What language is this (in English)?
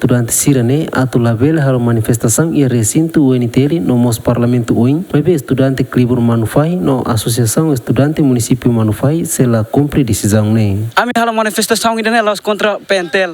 Tetum